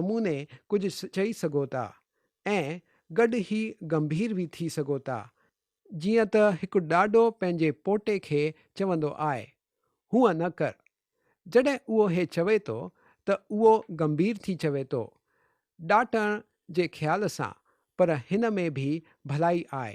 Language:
Sindhi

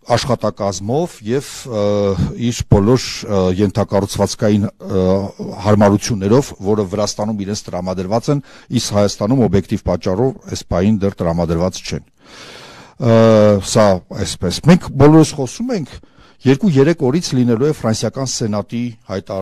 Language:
Armenian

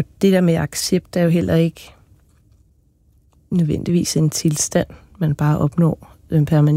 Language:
Danish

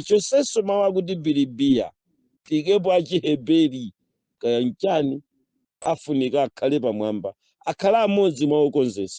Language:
Nyanja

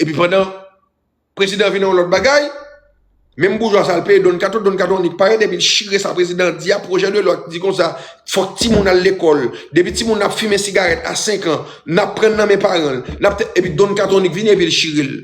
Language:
Haitian Creole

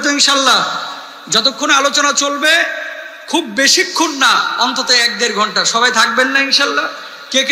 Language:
Bangla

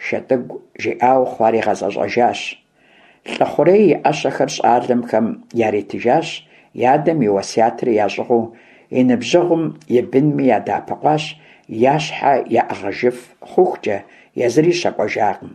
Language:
Kabardian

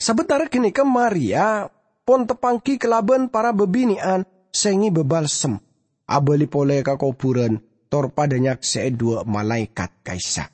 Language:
Madurese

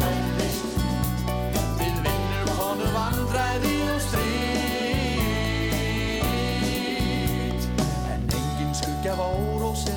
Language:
Icelandic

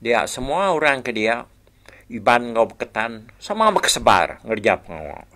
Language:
Iban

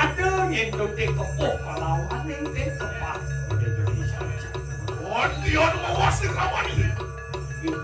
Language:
Balinese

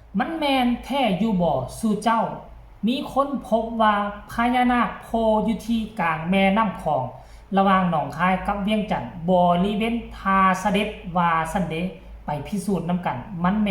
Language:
Northeastern Thai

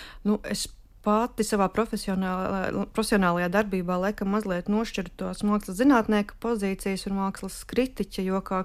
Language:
Latvian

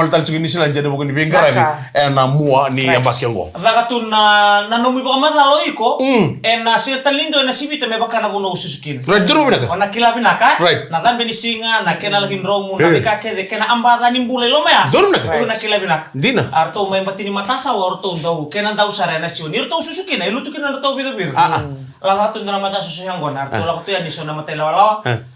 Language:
Fijian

